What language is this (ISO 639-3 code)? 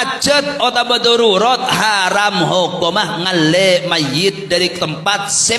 mad